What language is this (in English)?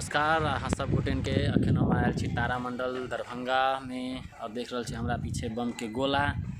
Maithili